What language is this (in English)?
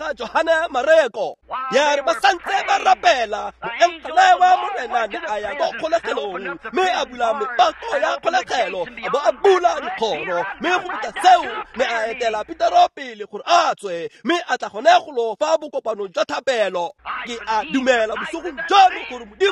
Tswana